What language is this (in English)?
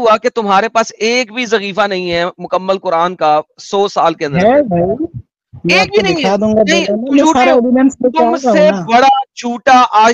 Urdu